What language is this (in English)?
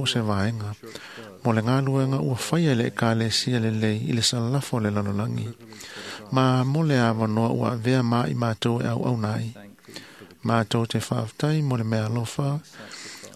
Samoan